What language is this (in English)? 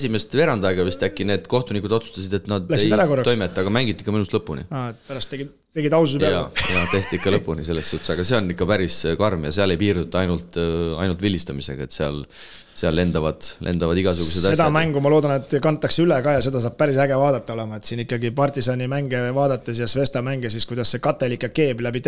Estonian